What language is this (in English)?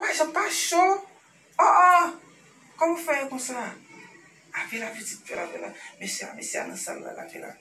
Haitian Creole